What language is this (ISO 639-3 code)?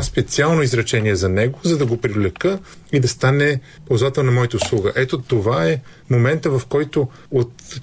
bul